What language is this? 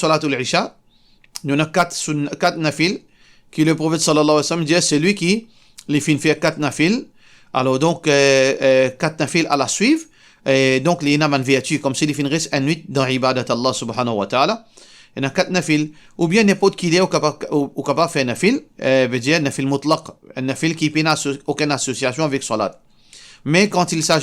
Morisyen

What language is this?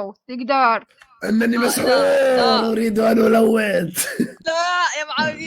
Mesopotamian Arabic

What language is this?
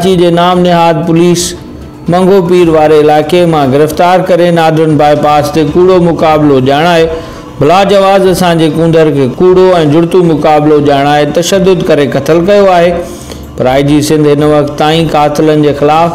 Sindhi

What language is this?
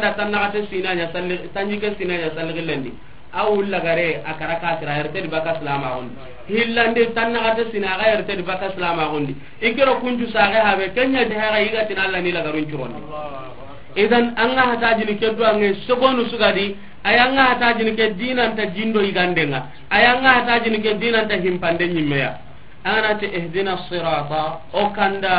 Soninke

